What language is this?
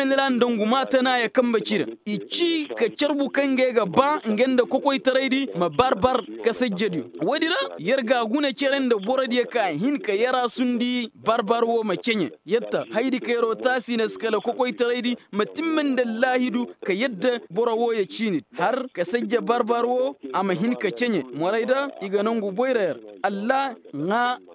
Koyraboro Senni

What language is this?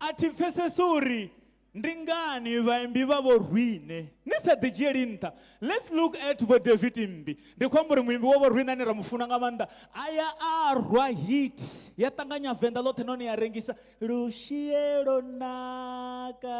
Venda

